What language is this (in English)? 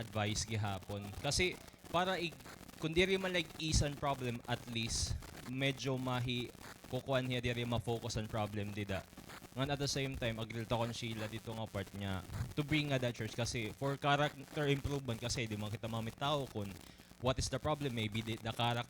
Waray